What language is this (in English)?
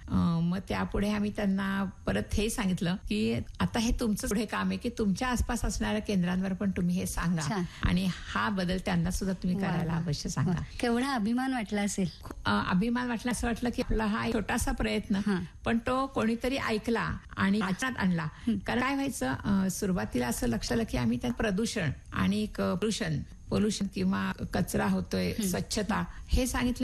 Marathi